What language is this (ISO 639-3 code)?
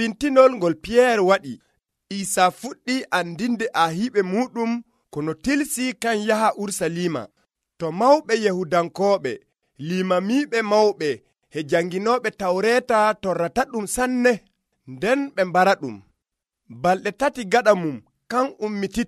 fuv